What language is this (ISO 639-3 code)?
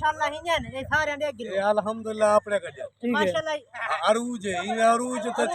skr